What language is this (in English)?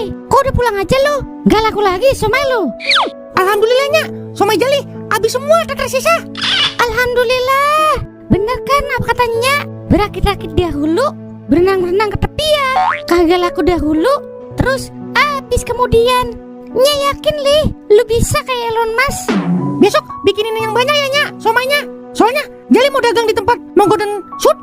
Betawi